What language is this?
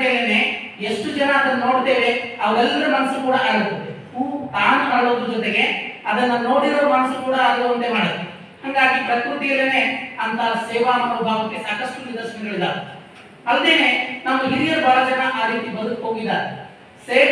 Kannada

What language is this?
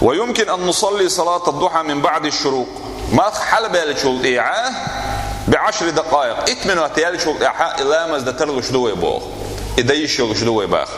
Chechen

